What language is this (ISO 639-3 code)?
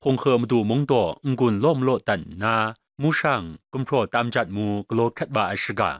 kac